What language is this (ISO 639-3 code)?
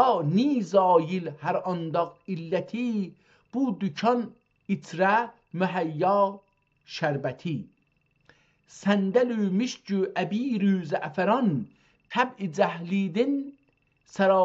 azb